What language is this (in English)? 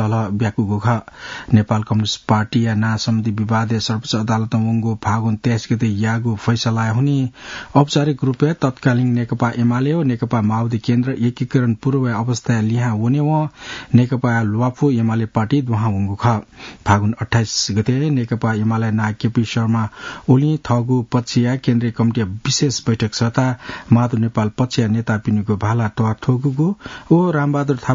Newari